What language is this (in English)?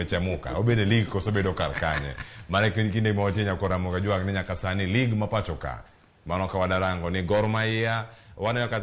Luo (Kenya and Tanzania)